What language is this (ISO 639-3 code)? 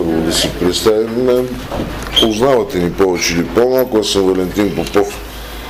bul